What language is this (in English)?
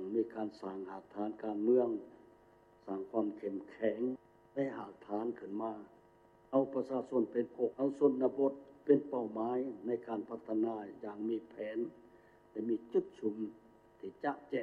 Lao